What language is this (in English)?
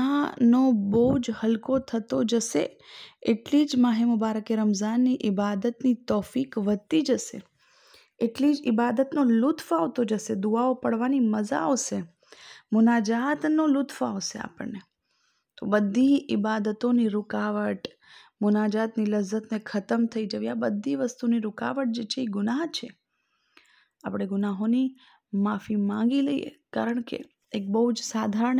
Gujarati